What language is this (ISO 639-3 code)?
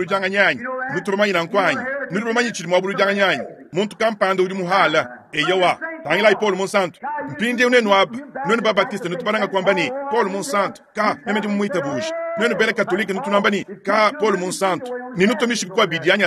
lua